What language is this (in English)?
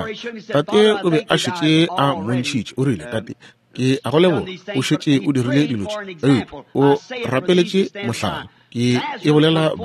Northern Sotho